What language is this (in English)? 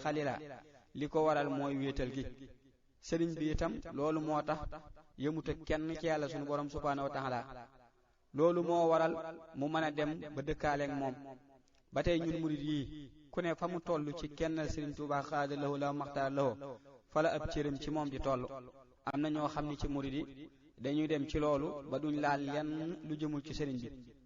Wolof